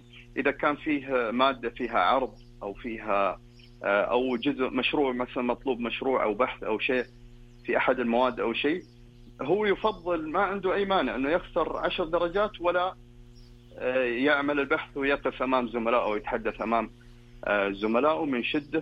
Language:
Najdi Arabic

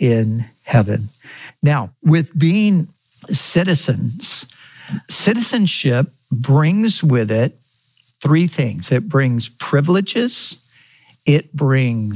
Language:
English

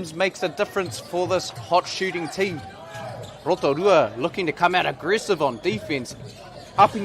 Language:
Māori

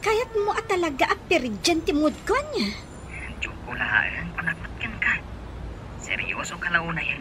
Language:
Iloko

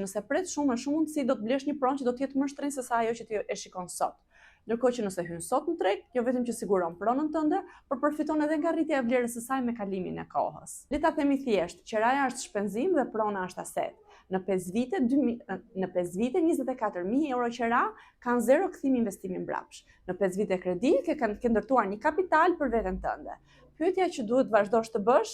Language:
Albanian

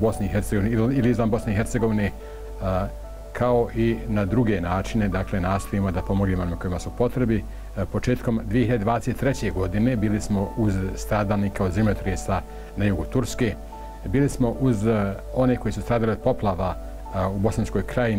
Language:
Bosnian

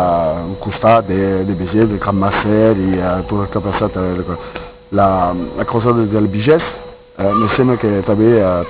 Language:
Occitan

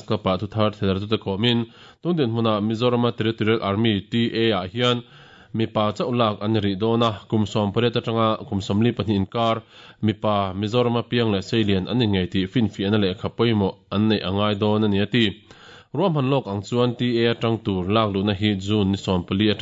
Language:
Mizo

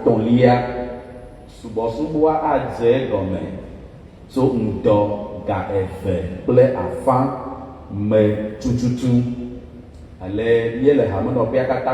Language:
Ewe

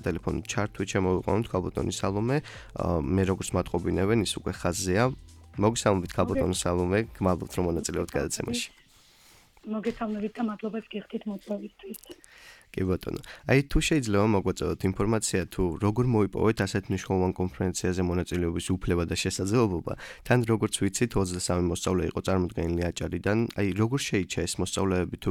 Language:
Georgian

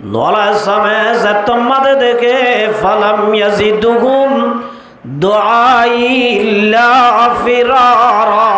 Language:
Rohingya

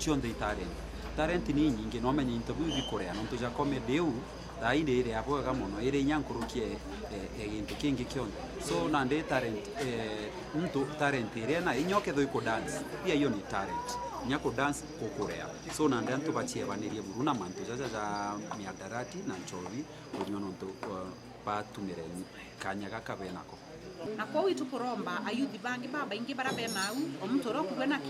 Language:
Meru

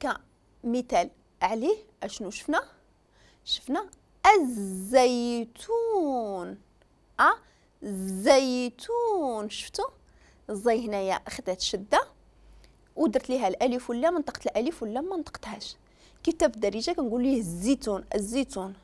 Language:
Moroccan Arabic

